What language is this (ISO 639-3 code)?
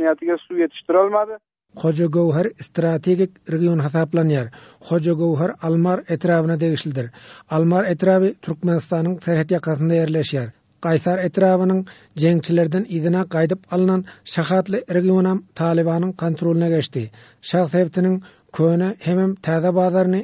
tuk